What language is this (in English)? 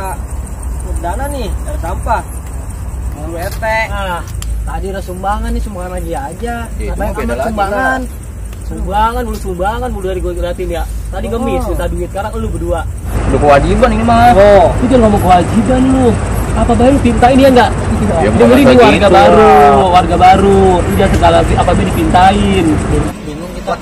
Betawi